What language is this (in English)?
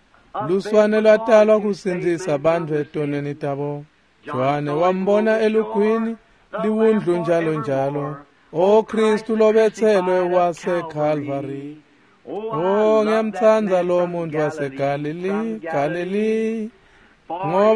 Swati